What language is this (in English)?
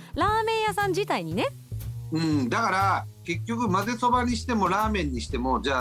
Japanese